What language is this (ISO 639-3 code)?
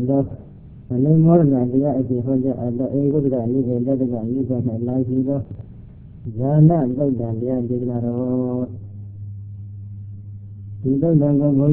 mya